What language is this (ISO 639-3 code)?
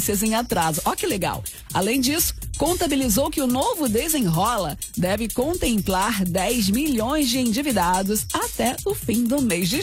por